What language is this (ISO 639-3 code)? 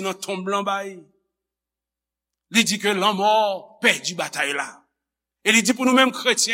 hat